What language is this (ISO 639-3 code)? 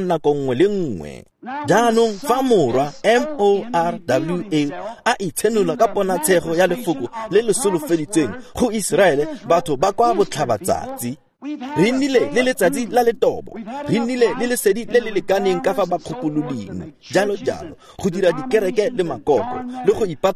tsn